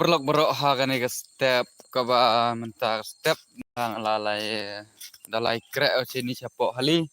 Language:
Khasi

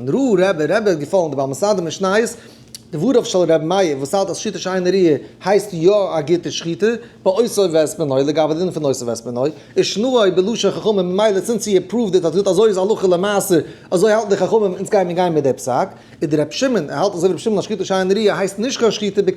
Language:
Yiddish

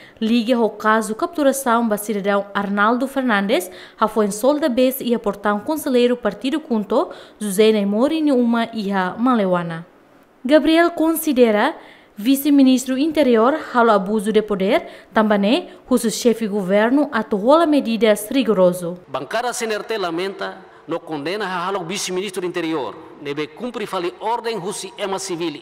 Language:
Tetum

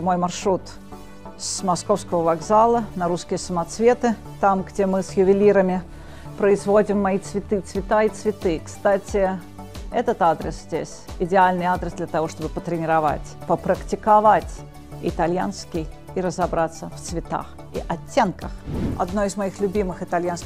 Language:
Russian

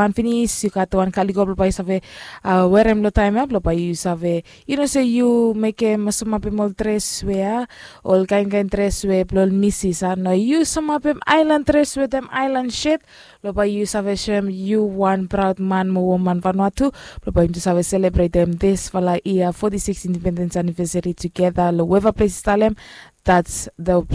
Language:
Bislama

